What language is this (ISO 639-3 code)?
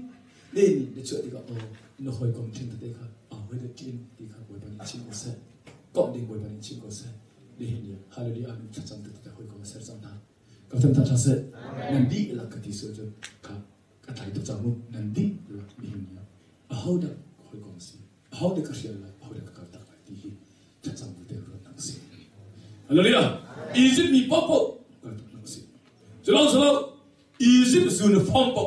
cnh